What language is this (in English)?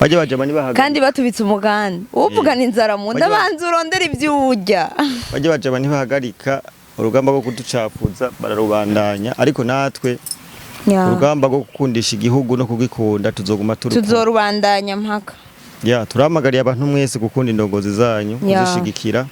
Rundi